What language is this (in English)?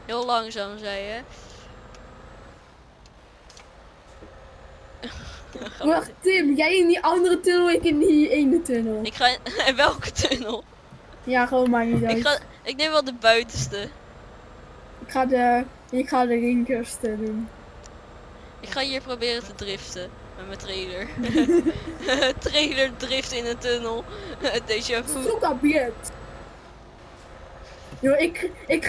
Dutch